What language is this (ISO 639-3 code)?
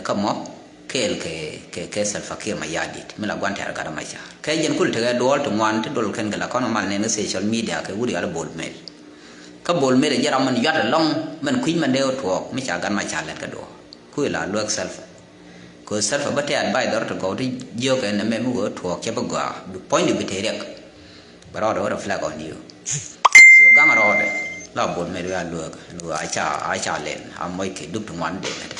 nus